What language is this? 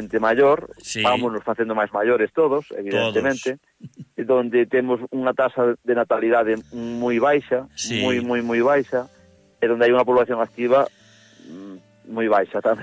Galician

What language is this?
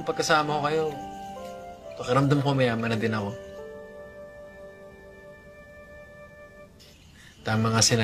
Filipino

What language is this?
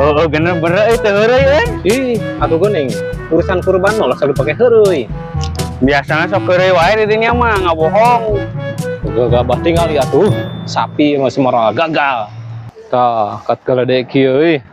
Sundanese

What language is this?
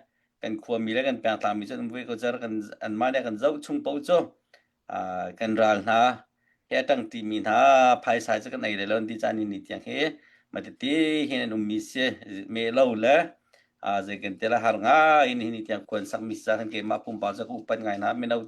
Hakha Chin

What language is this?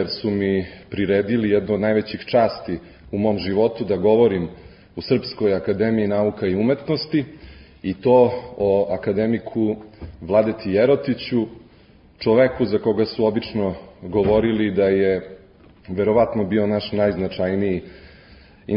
Serbian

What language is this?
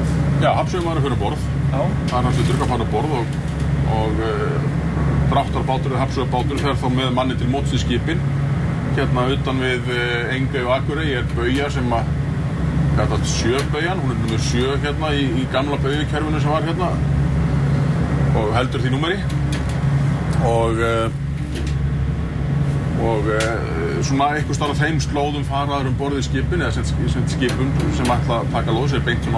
Icelandic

